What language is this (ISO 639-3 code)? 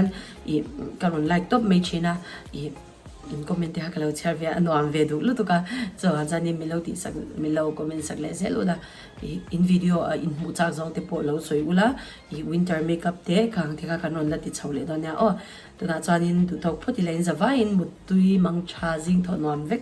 lus